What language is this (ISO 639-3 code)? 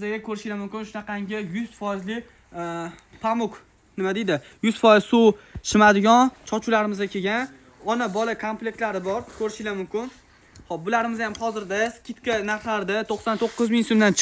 uzb